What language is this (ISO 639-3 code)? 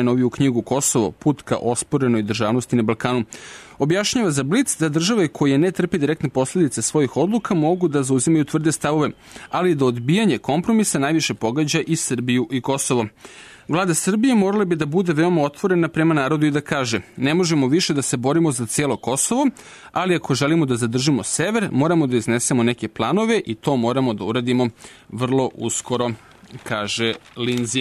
srp